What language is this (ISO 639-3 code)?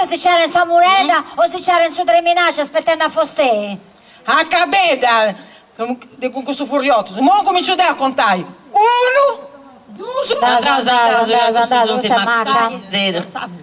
srd